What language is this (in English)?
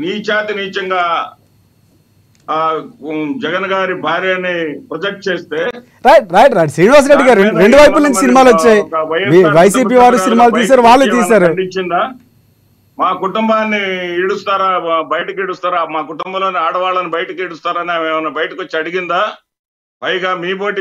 Telugu